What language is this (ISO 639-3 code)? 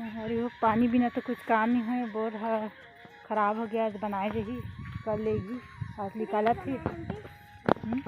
hne